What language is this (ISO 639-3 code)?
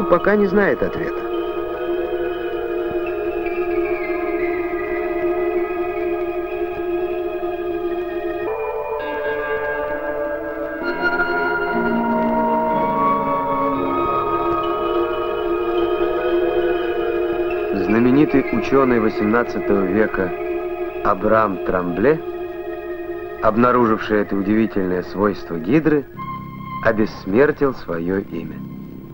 rus